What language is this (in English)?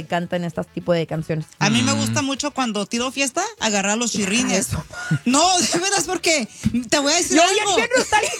Spanish